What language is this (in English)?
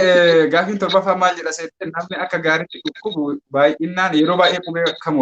Oromo